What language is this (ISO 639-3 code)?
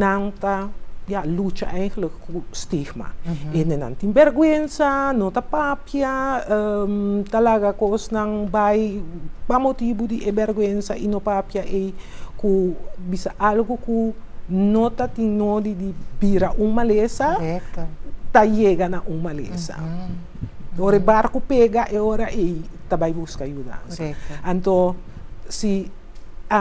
pap